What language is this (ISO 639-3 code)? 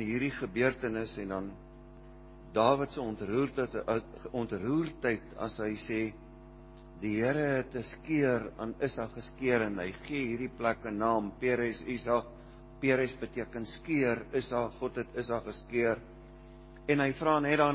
afr